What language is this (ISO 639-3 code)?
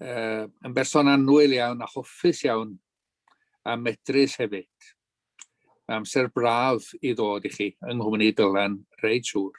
cym